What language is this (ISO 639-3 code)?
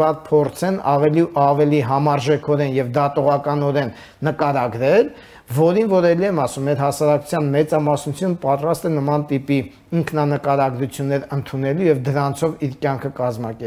hye